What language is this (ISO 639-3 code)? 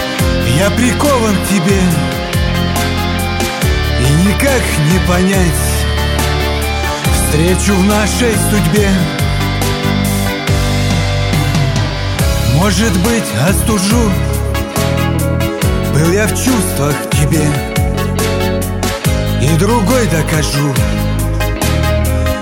rus